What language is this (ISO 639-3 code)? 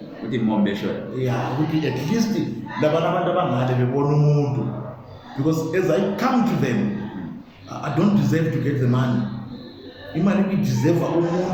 zul